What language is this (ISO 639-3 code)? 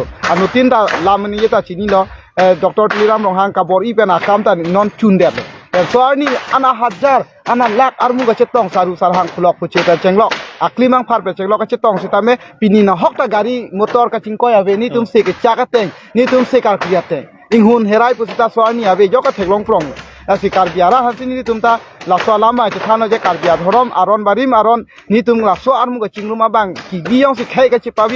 mjw